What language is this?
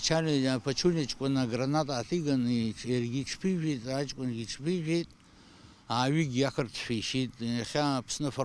Abkhazian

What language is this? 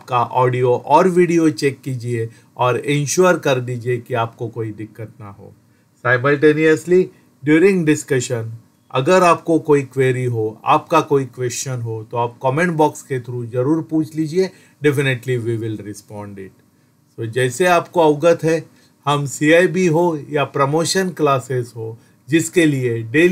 Hindi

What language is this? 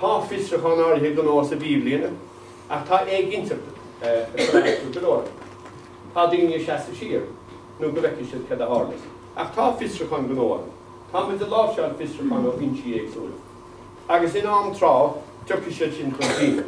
Irish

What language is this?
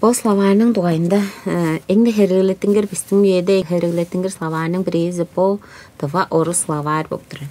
Tuvinian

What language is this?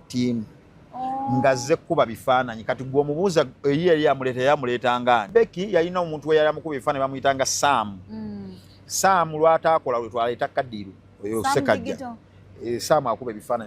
Ganda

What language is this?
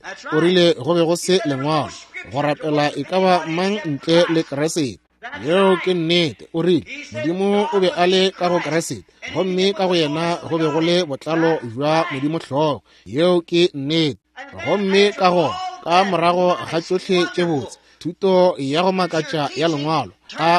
Northern Sotho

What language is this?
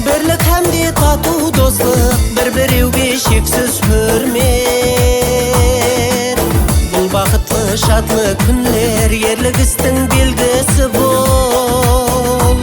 Kara-Kalpak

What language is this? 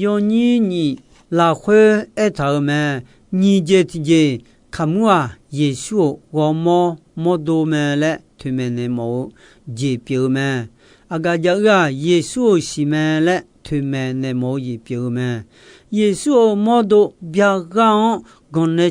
Akha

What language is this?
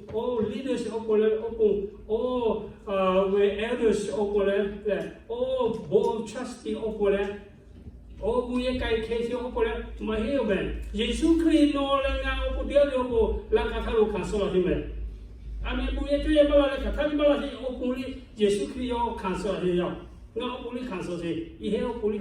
Lahu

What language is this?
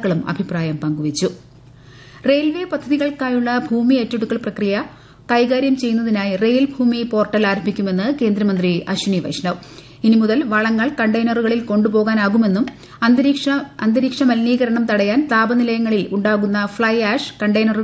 Malayalam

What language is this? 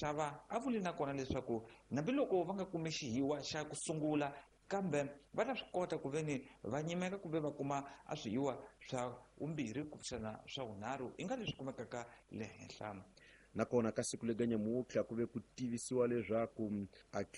Tsonga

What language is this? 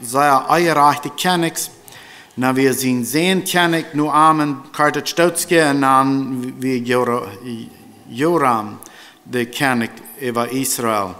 Plautdietsch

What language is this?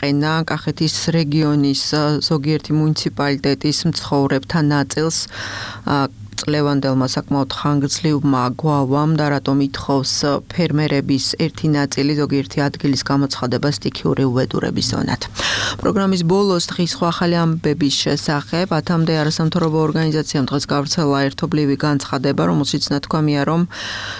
Georgian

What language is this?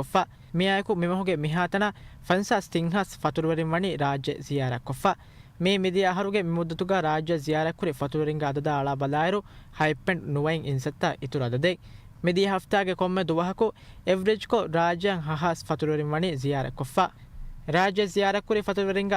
Divehi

